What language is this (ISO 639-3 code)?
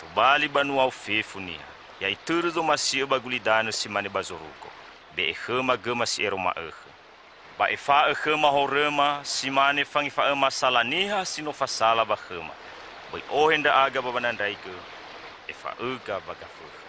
nia